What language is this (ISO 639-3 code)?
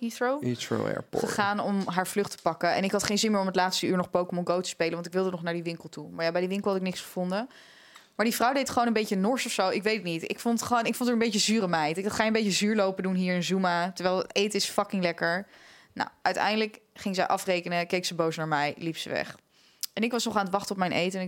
nld